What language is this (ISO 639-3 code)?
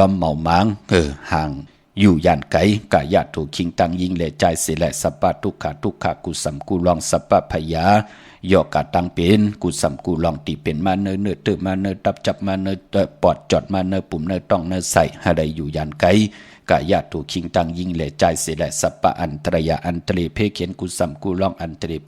shn